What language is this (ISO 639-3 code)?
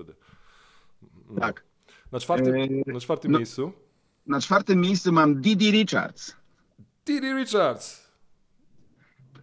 pol